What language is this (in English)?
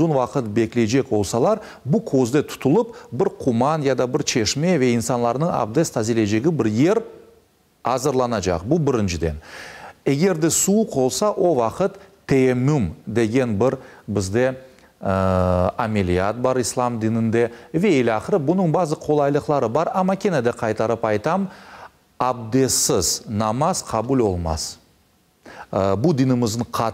Crimean Tatar